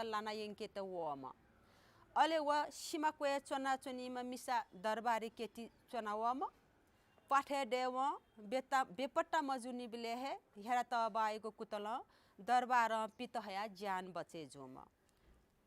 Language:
Newari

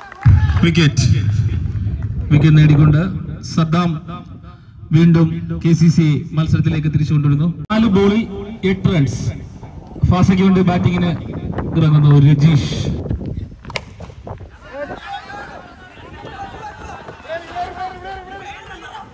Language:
Malayalam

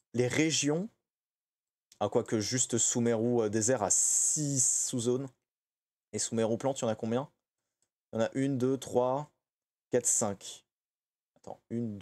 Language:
French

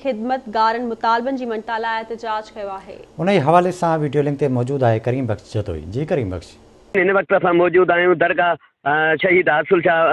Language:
Sindhi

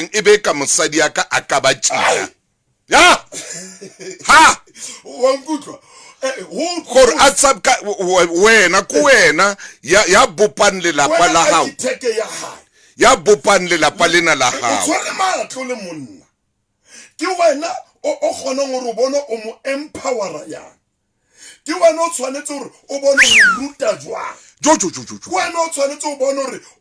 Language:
Southern Sotho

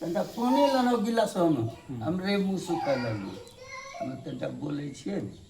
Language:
Angika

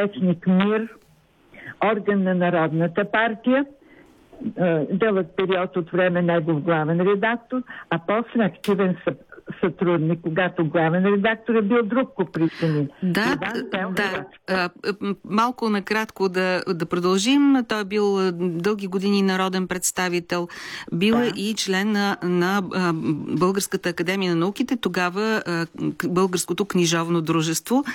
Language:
Bulgarian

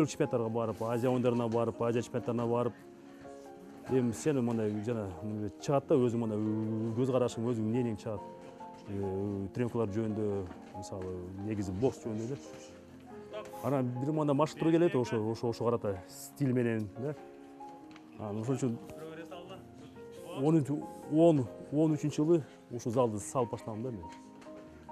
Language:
Kyrgyz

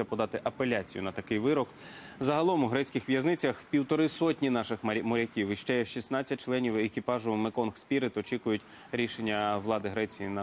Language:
Ukrainian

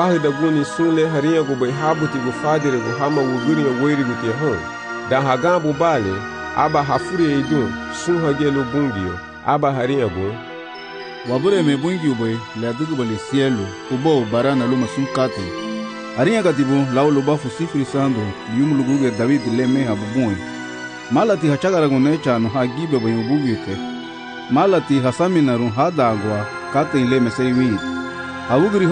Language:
Garifuna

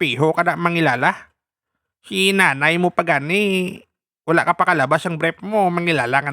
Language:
Hiligaynon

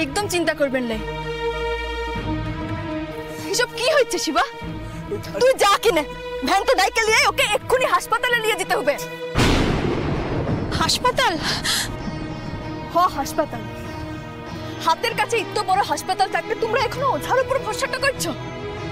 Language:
Bangla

